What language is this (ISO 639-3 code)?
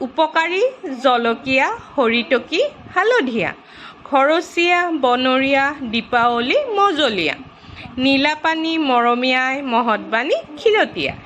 asm